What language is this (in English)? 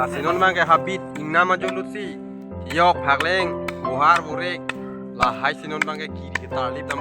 Karbi